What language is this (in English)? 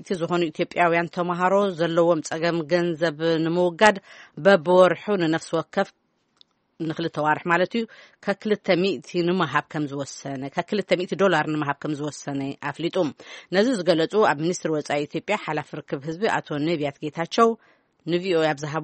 Tigrinya